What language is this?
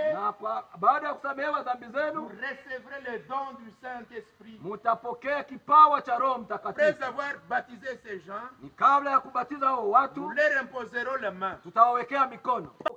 Swahili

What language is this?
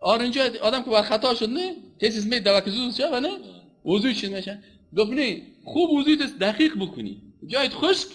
Persian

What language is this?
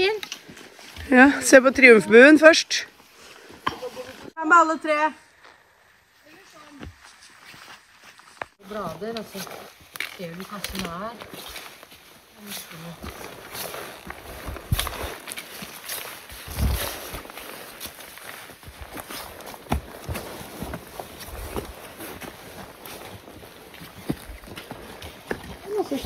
Norwegian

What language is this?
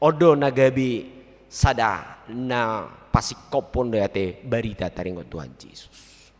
Batak Toba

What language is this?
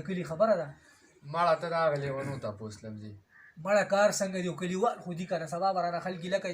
Pashto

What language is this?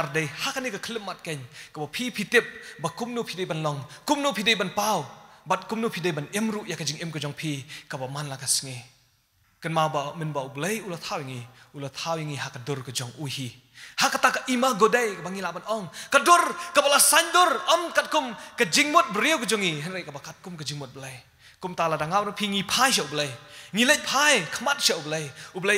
Khasi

